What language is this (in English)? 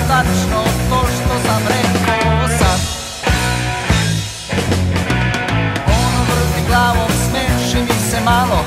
Serbian